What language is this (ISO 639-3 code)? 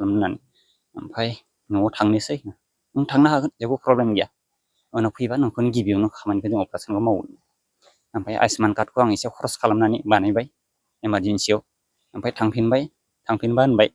brx